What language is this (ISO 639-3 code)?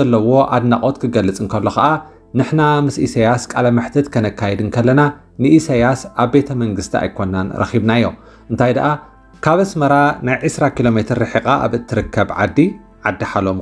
tir